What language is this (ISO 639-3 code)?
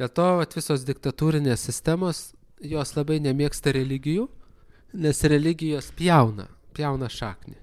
lit